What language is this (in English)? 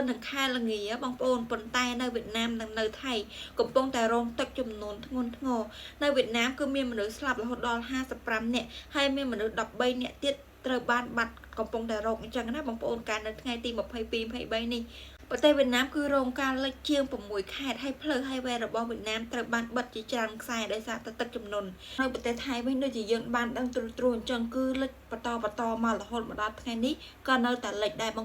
Khmer